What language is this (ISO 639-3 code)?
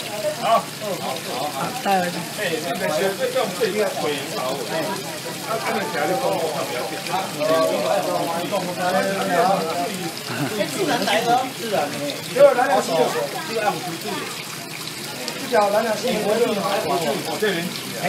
zho